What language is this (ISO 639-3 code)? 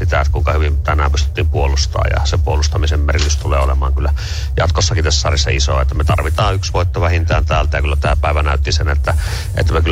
fin